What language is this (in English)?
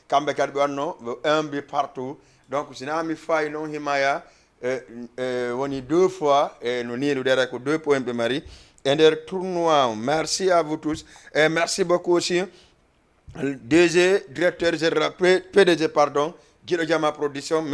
Fula